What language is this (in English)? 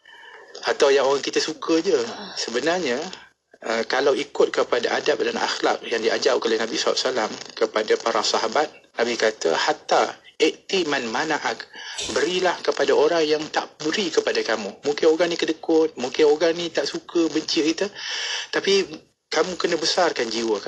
Malay